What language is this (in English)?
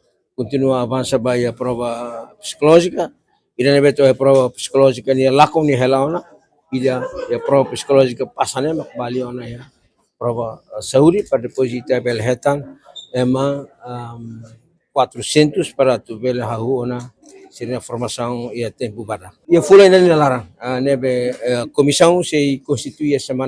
Tetum